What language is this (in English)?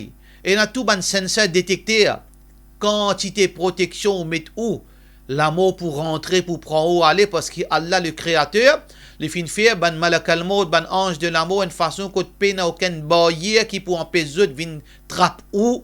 Morisyen